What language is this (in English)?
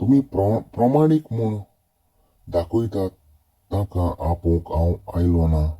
Konkani